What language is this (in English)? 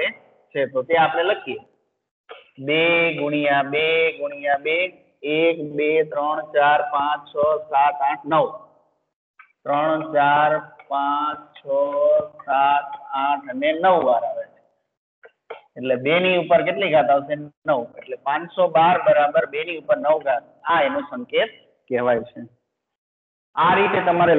Gujarati